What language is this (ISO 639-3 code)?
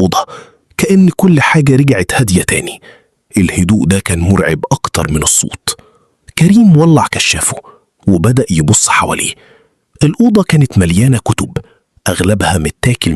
arz